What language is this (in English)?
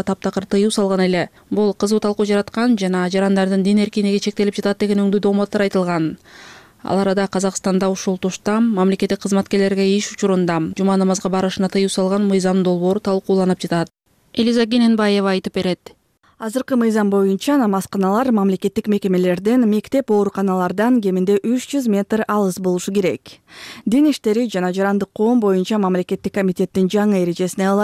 Kyrgyz